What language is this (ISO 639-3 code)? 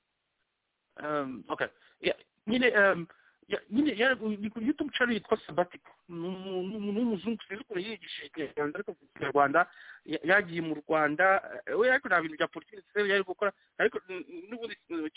kin